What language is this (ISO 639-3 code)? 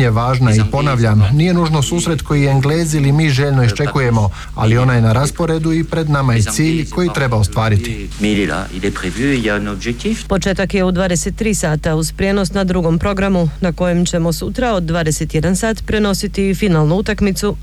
hrv